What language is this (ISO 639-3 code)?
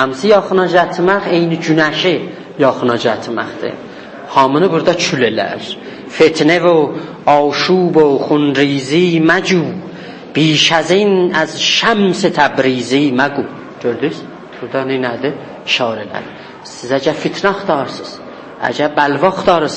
azb